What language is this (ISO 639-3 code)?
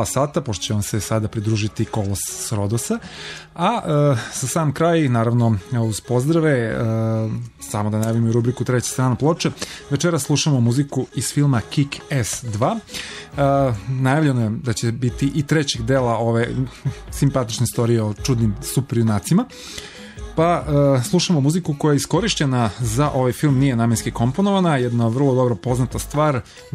srp